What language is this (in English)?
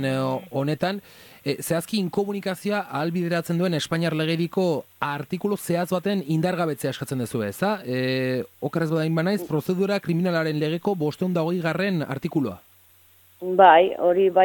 Basque